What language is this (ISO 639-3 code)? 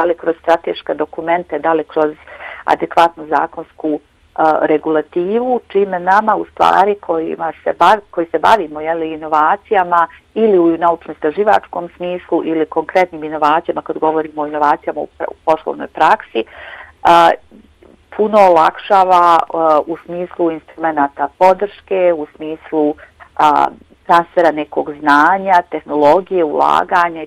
bos